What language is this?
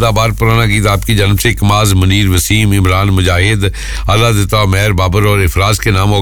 Urdu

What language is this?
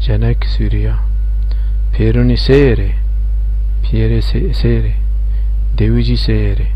Zaza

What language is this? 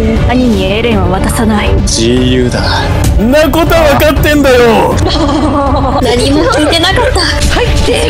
Japanese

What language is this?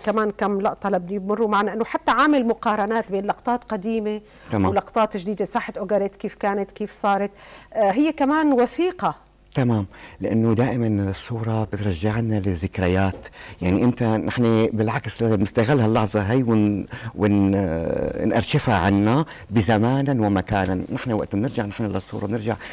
North Levantine Arabic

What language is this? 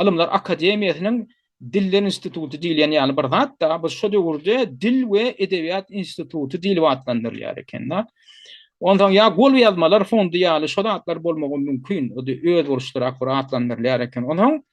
Turkmen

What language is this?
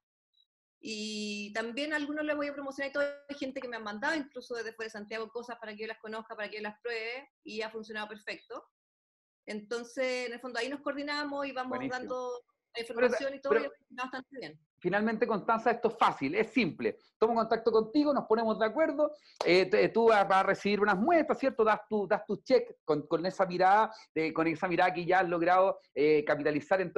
Spanish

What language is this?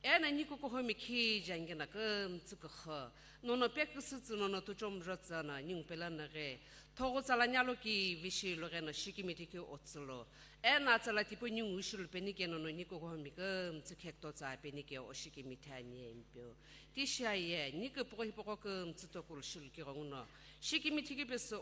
Sumi Naga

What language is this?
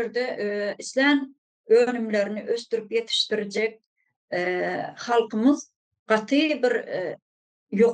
Turkmen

